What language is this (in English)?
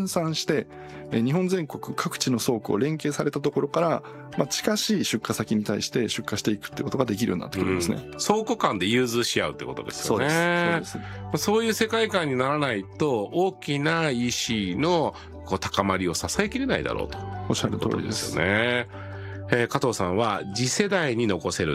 Japanese